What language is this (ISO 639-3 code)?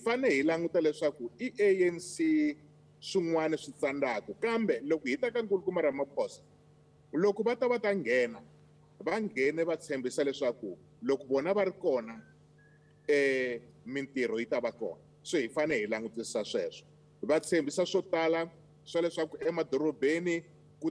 tso